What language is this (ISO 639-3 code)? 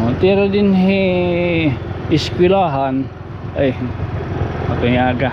war